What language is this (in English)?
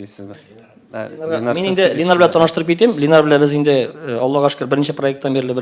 Tatar